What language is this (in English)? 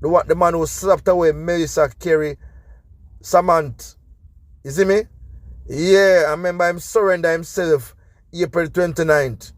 Jamaican Creole English